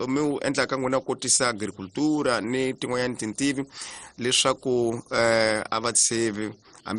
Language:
Tsonga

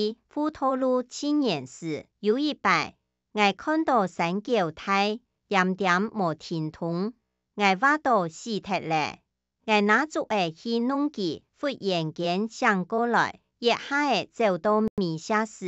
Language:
Hakka Chinese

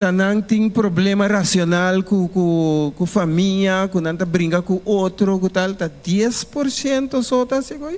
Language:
Papiamento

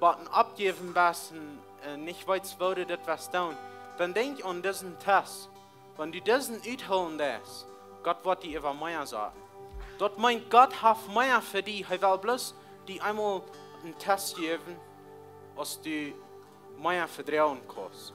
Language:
Plautdietsch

